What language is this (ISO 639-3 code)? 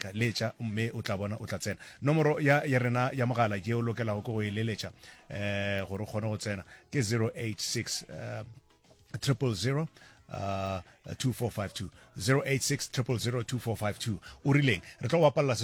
nso